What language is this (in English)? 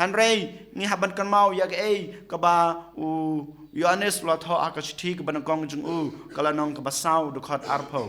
Khasi